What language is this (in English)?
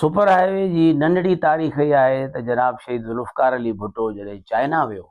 Sindhi